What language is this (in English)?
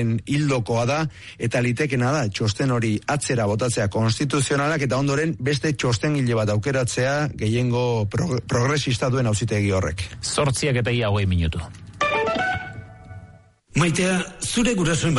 Basque